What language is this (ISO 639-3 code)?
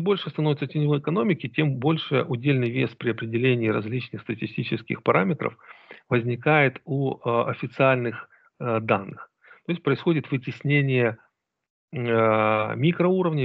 rus